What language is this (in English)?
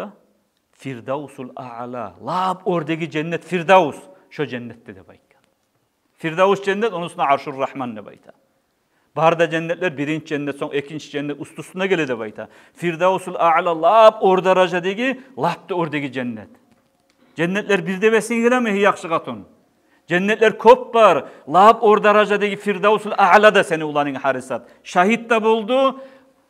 Kumyk